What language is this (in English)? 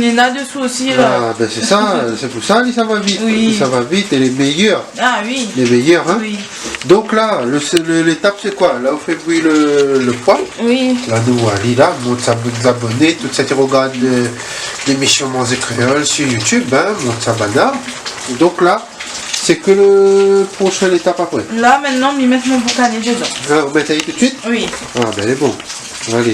Réunion Creole French